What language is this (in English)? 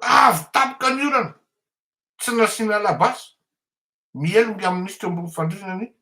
Malagasy